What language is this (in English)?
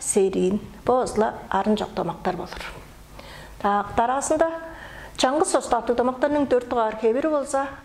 Tuvinian